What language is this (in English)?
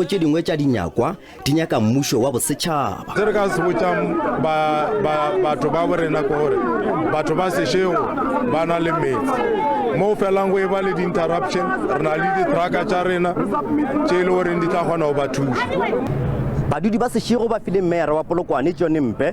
Northern Sotho